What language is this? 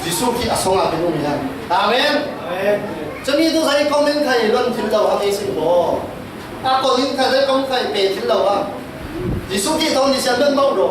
Falam Chin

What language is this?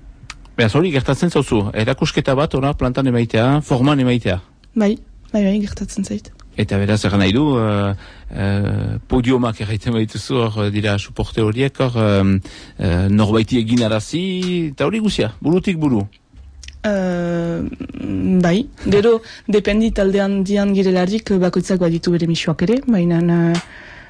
Basque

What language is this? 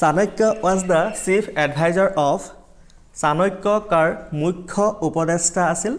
Assamese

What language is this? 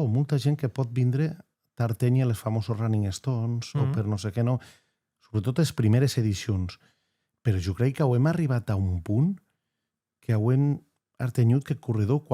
Occitan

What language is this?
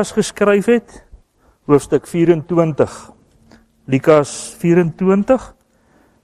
Afrikaans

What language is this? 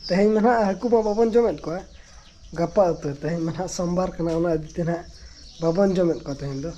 Santali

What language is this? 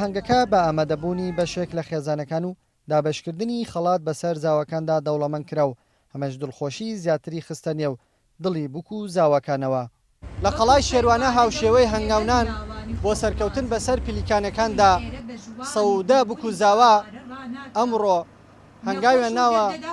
Central Kurdish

